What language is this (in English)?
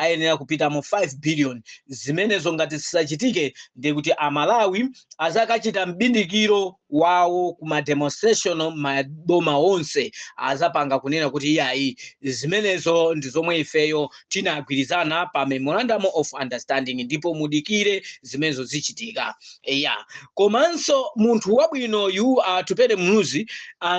Nyanja